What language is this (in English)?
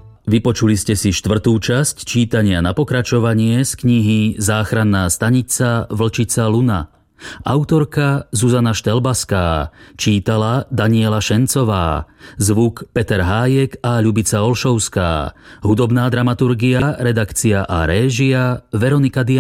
Slovak